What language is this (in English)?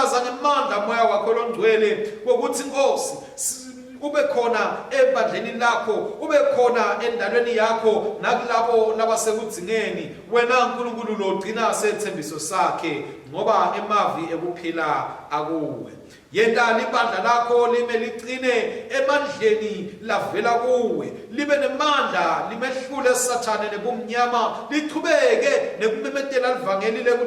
Swati